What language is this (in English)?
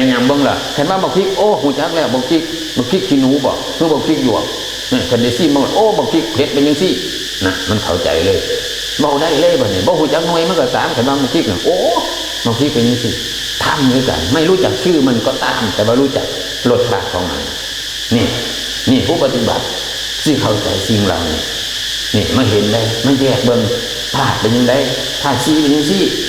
Northeastern Thai